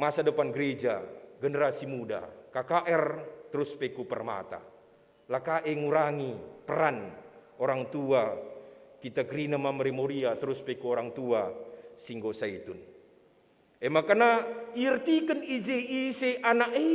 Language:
Batak Karo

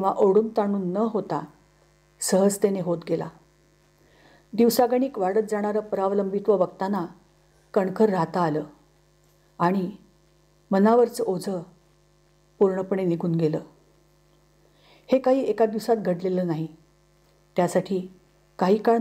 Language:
Marathi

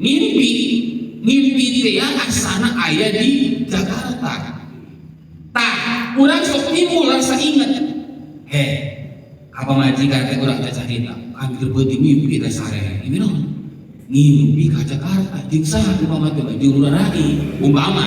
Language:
Sundanese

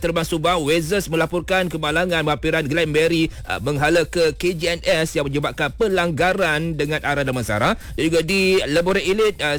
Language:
Malay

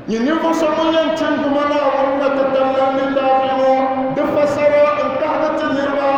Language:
Dagbani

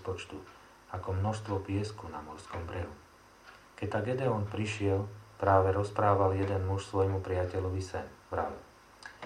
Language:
Slovak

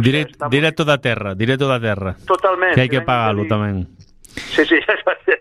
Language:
Galician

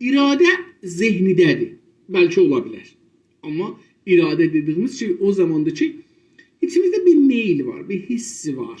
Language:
South Azerbaijani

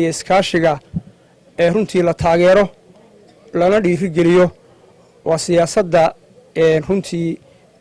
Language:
Somali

